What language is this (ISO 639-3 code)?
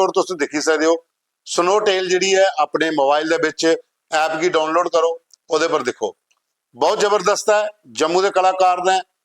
doi